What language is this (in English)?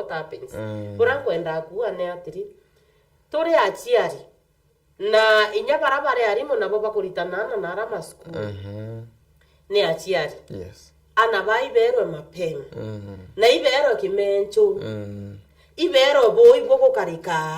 Meru